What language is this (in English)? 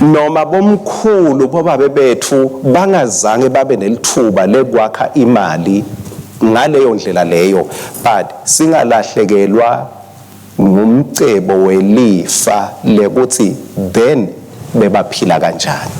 Swati